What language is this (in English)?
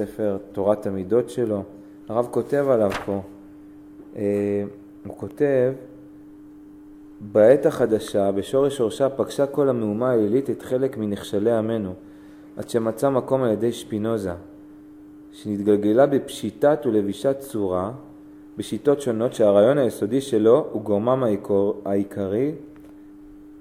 Hebrew